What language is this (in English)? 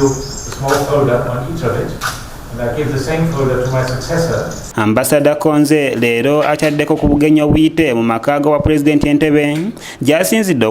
Ganda